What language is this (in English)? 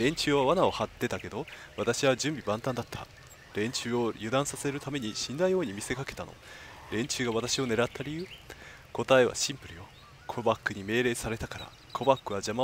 Japanese